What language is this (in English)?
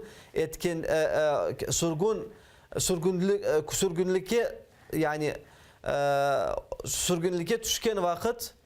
Crimean Tatar